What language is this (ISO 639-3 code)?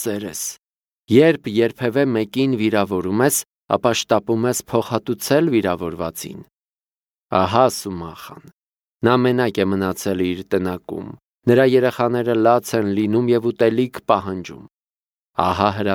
hye